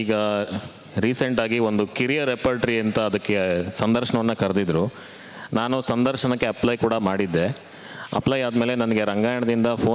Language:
Kannada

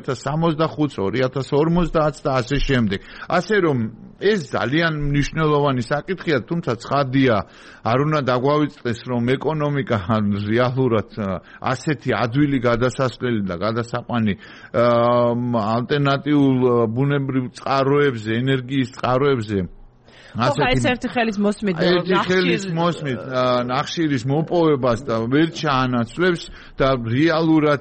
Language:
Georgian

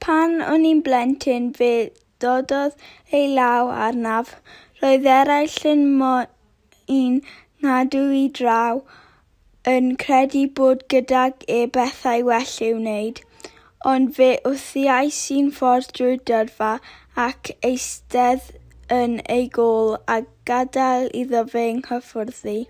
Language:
Welsh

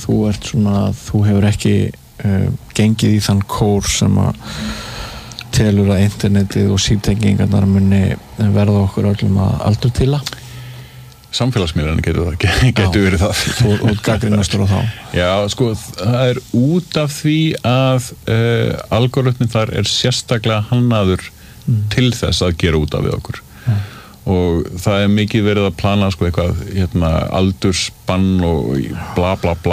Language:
Icelandic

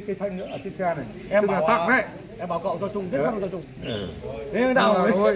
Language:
Vietnamese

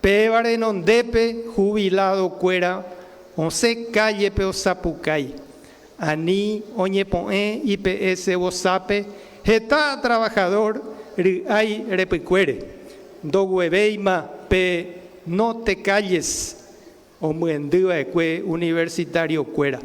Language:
Guarani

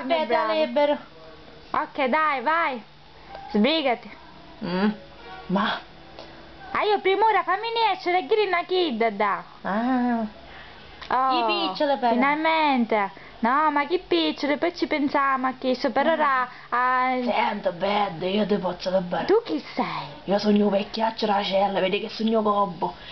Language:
Sicilian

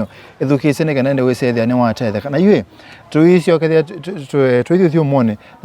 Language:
Kamba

